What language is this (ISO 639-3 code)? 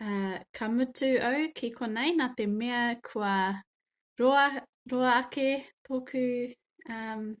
mri